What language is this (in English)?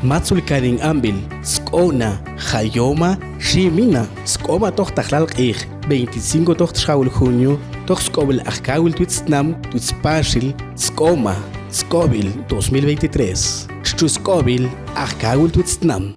Mam